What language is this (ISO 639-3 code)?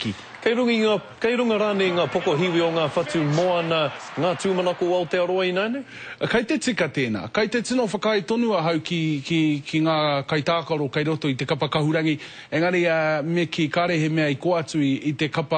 mri